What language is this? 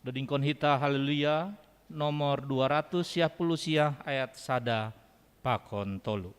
Batak Simalungun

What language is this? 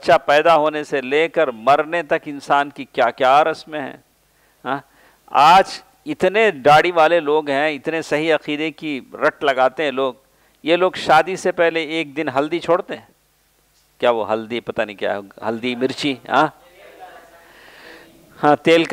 Urdu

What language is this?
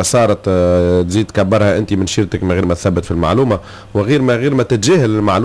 Tunisian Arabic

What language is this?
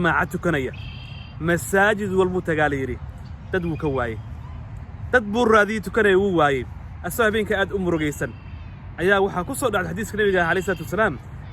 Somali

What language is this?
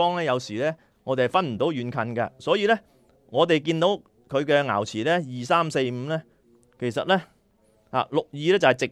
Cantonese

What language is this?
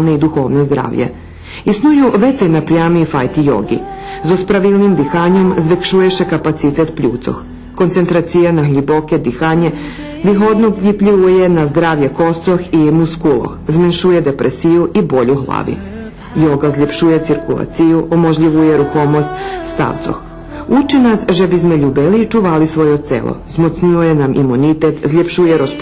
Rusyn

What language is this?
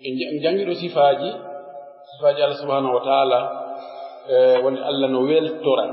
Pular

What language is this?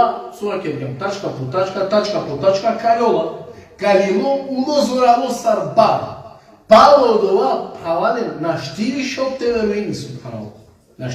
Balkan Romani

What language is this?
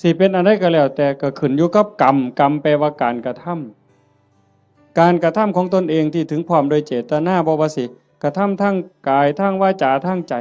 Northeastern Thai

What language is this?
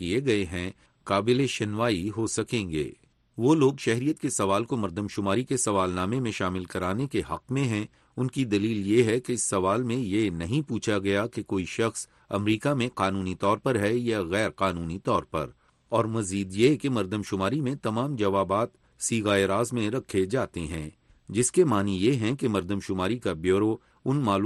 Urdu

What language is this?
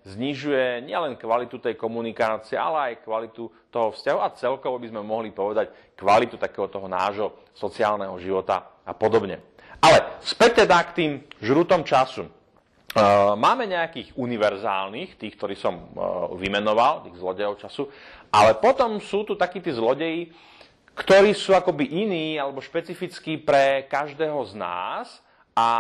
Slovak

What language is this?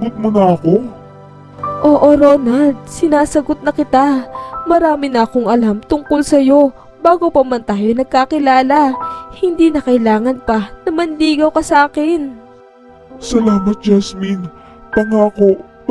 Filipino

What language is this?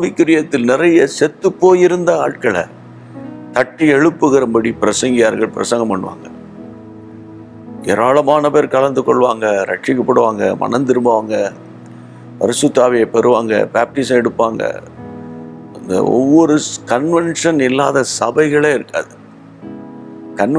Tamil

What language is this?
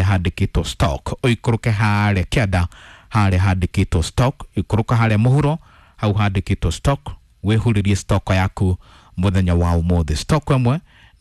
Kikuyu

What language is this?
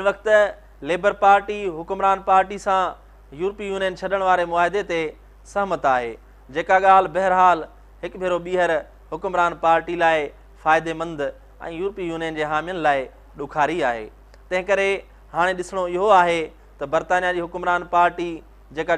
Sindhi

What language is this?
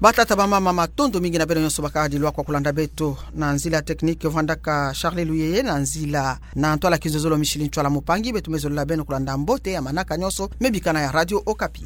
Kituba (Democratic Republic of Congo)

